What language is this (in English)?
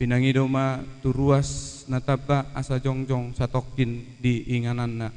Batak Toba